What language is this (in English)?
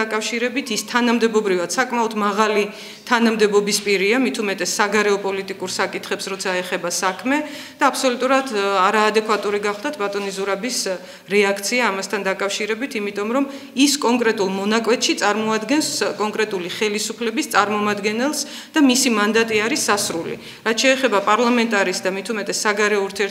Georgian